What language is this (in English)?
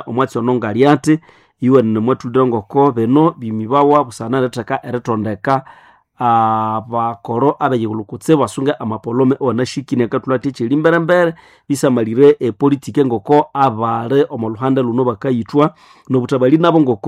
Nande